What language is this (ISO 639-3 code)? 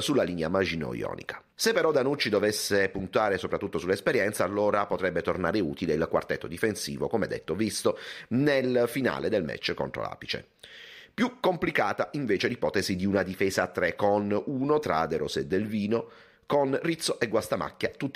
ita